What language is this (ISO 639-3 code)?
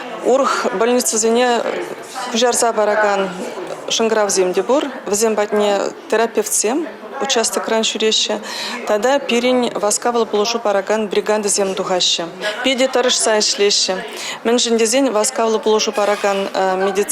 chv